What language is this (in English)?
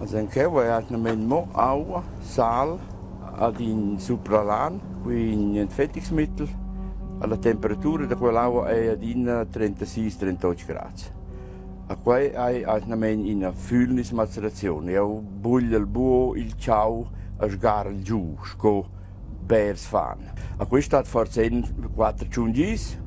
Romansh